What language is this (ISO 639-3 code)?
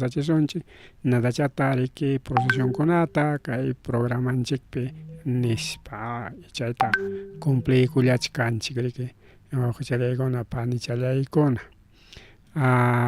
quy